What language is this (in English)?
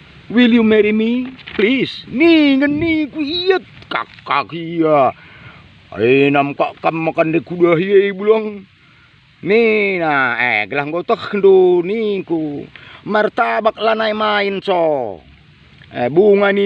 Batak Karo